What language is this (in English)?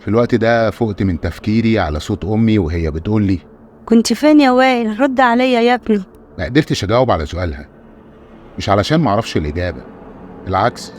Egyptian Arabic